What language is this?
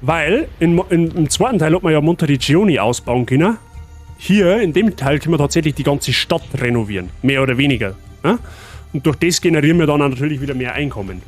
Bavarian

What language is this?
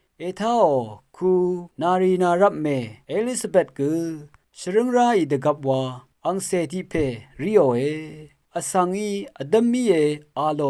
Rawang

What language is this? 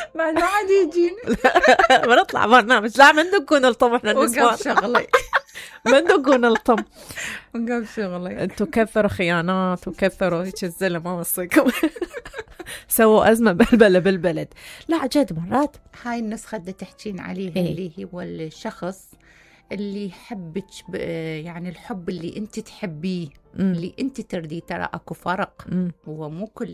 Mesopotamian Arabic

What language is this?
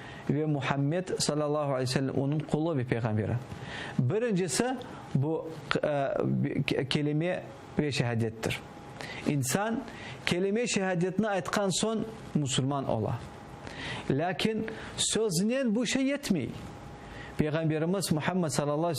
Crimean Tatar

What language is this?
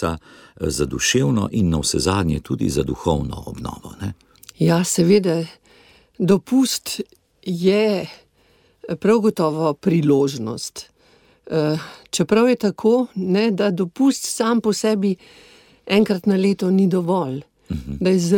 Slovenian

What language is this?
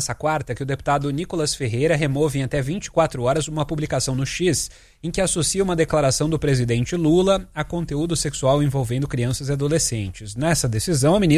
Portuguese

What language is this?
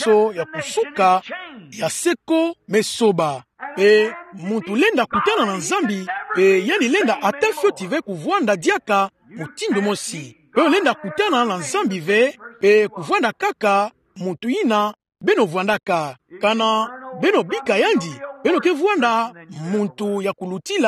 Kituba (Democratic Republic of Congo)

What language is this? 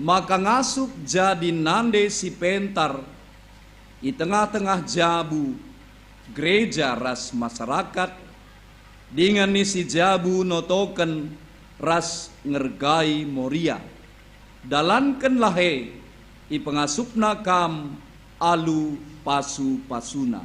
Batak Karo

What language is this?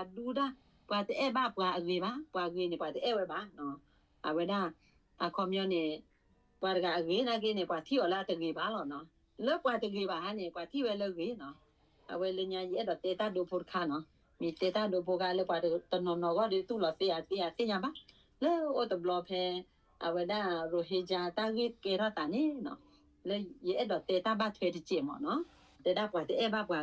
S'gaw Karen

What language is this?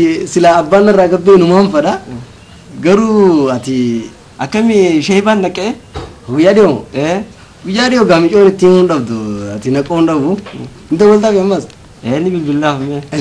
Oromo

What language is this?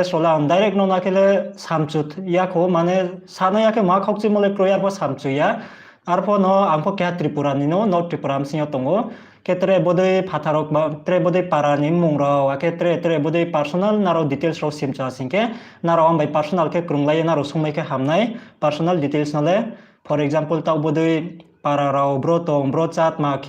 Riang (India)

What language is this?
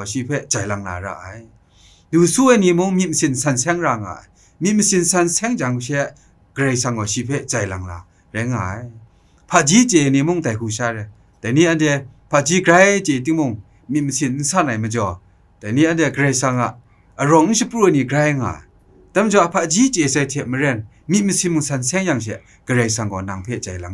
Kachin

